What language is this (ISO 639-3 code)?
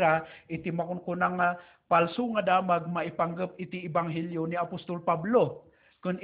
ilo